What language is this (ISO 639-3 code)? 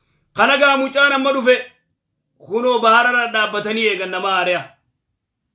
orm